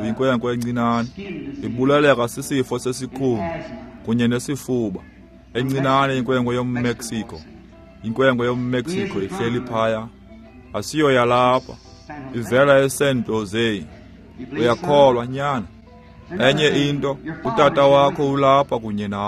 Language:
Xhosa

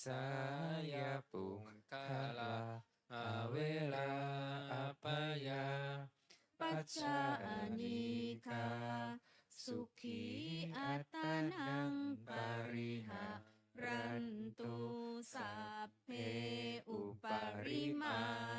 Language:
Pali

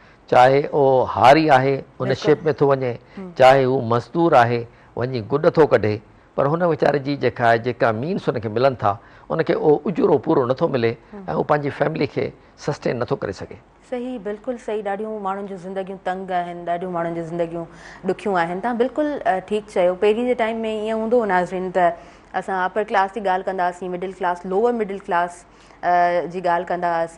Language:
Sindhi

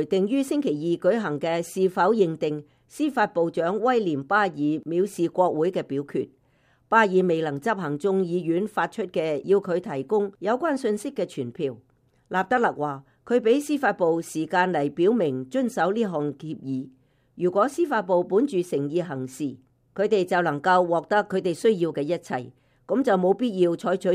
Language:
Cantonese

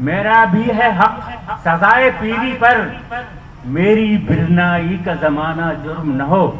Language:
Eastern Balochi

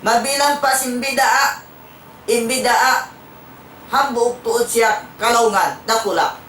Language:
Tausug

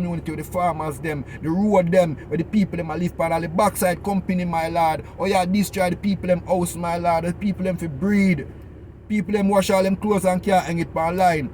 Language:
Jamaican Creole English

